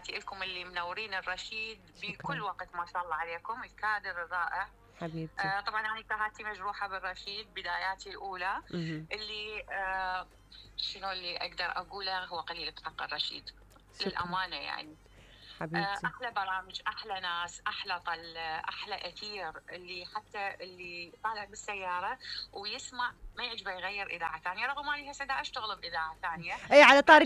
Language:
Mesopotamian Arabic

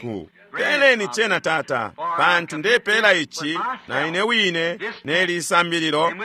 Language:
Bemba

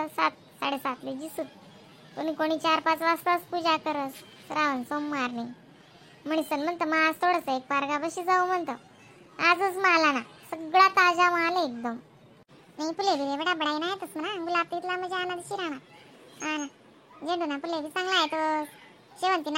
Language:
Khandesi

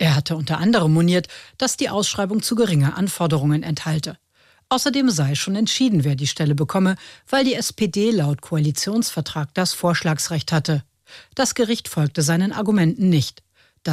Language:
German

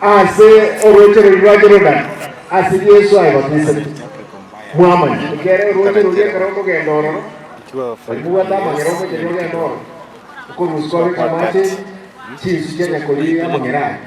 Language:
Gusii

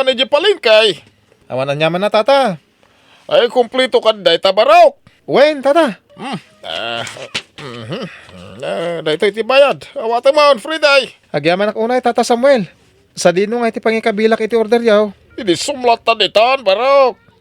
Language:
Iloko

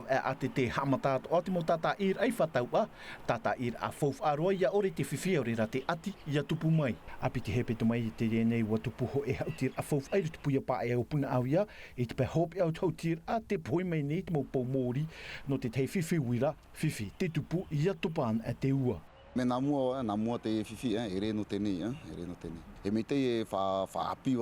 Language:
Tahitian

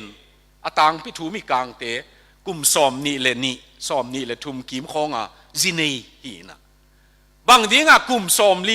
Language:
Tedim Chin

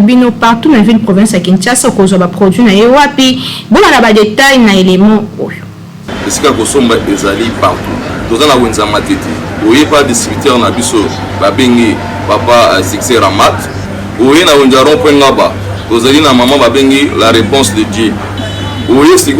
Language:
Lingala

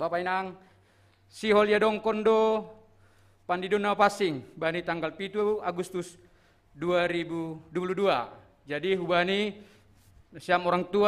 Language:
Batak Simalungun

